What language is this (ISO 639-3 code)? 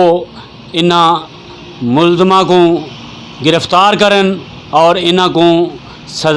skr